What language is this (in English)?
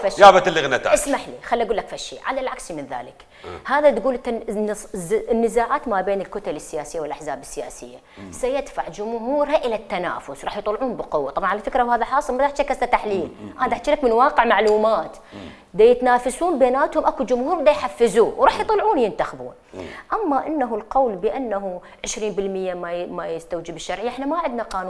Mesopotamian Arabic